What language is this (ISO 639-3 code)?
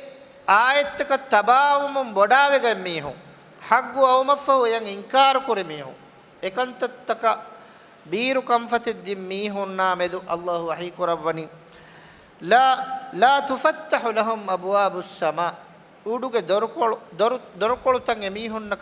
div